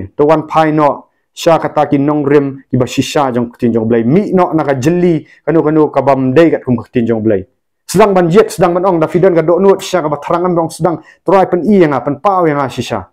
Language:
Khasi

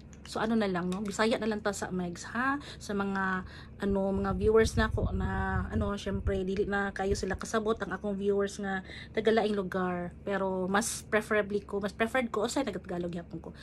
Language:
Cebuano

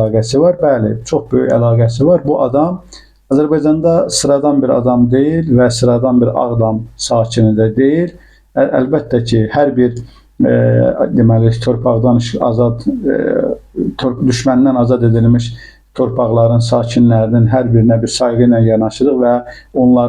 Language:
Azerbaijani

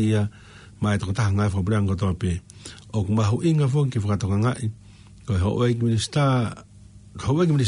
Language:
Tongan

